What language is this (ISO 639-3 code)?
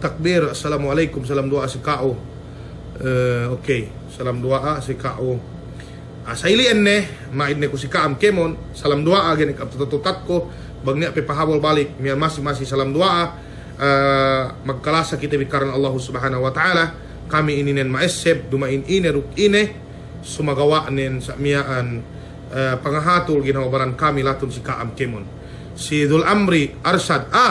yka